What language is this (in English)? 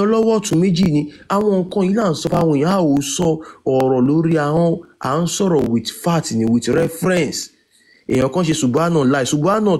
Yoruba